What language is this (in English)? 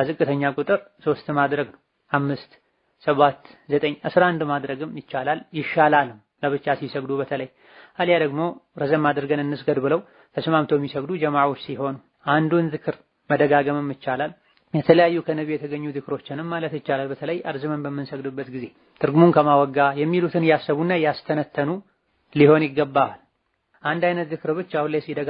Amharic